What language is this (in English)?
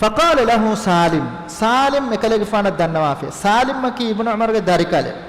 Divehi